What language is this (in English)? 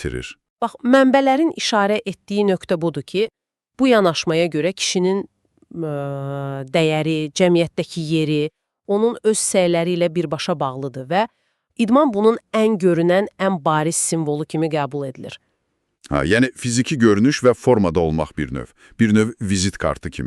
Azerbaijani